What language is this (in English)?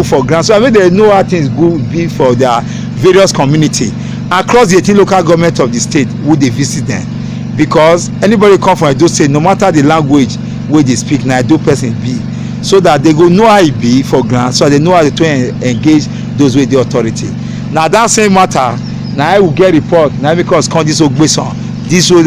Nigerian Pidgin